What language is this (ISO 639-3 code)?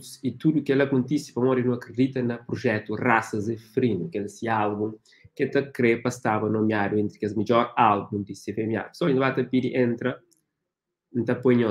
kea